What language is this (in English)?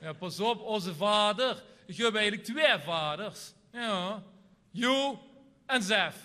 Limburgish